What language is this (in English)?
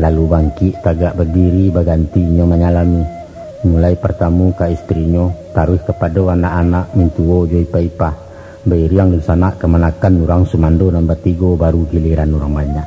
Minangkabau